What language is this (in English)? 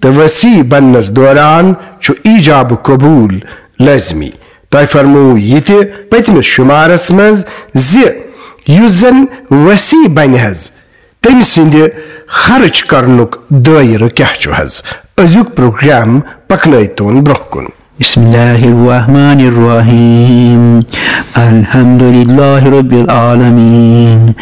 Kashmiri